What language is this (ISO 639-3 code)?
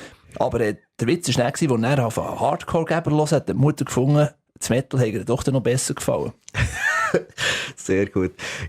gsw